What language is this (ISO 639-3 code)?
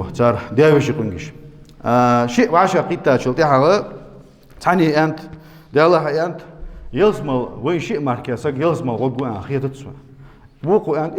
inh